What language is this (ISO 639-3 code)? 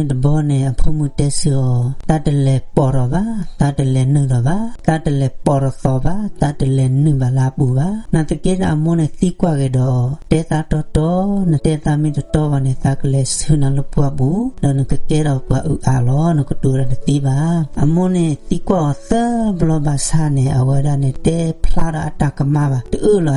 ksw